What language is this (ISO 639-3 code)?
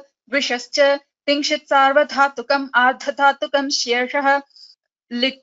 san